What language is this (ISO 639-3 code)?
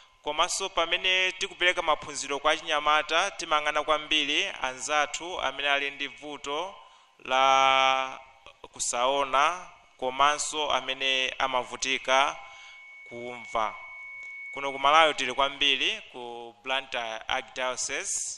nya